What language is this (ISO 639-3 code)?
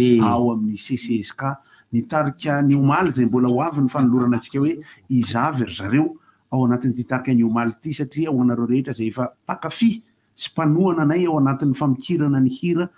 mlg